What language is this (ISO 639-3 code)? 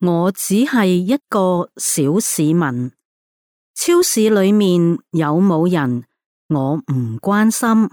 yue